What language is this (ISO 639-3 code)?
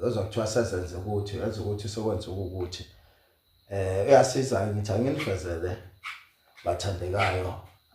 zul